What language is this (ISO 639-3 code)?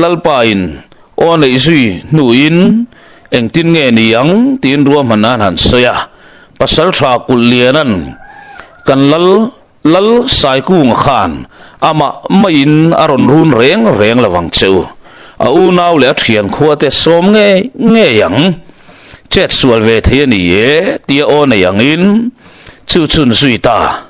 lus